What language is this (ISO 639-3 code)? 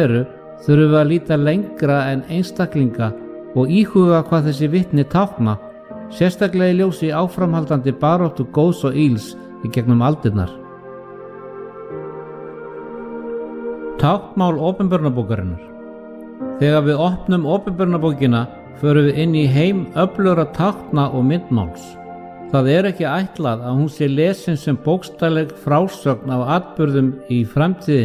isl